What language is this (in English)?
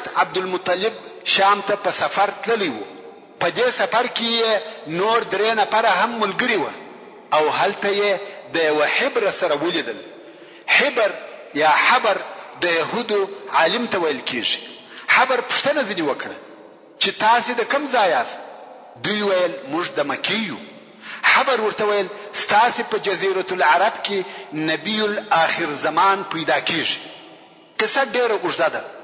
Pashto